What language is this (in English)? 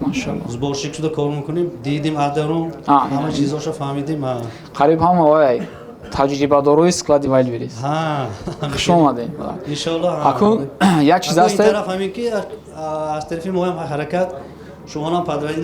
Tajik